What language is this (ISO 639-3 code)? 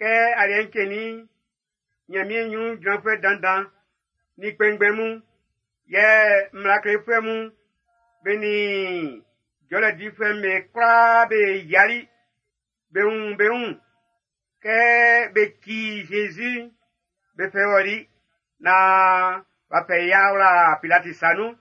bci